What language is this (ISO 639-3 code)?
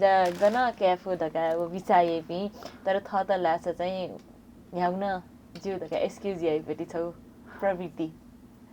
new